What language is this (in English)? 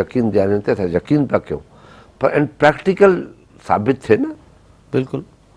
Sindhi